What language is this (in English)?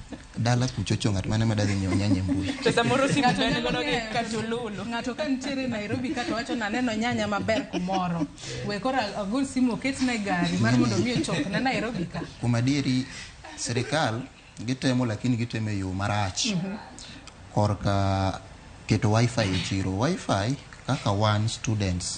Luo (Kenya and Tanzania)